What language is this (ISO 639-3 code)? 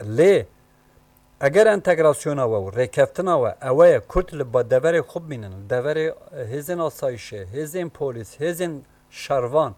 kur